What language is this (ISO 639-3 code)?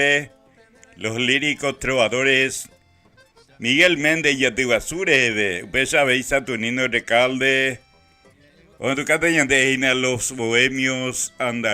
grn